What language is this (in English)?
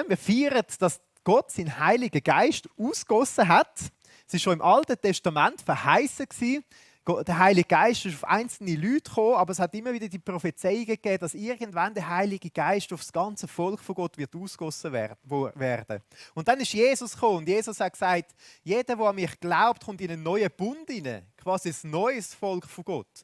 Swiss German